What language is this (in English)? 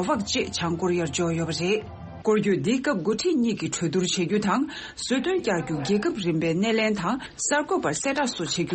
Tibetan